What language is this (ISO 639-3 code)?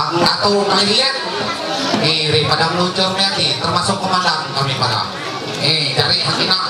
mhy